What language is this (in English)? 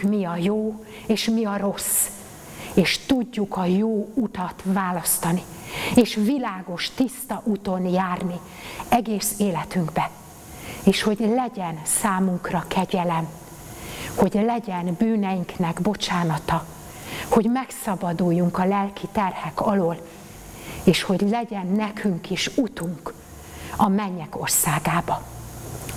Hungarian